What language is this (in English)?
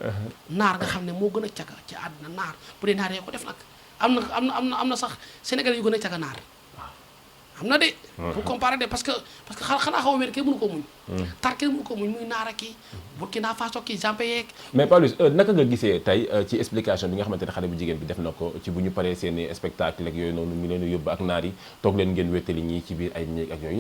Wolof